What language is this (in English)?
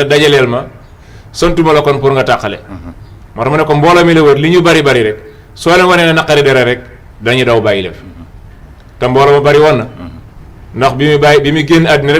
Wolof